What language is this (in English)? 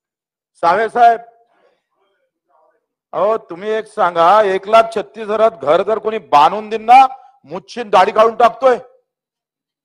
Marathi